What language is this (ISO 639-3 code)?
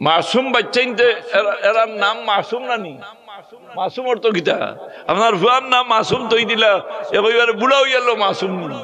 syl